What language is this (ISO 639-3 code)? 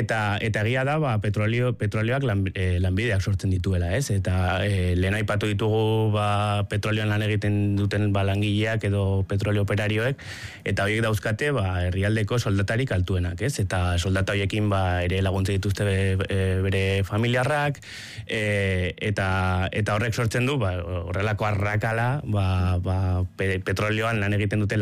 eus